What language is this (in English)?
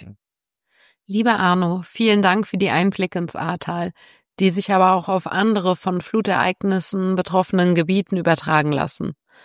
German